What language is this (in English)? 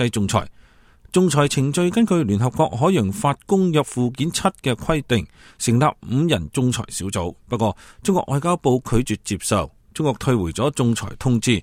Cantonese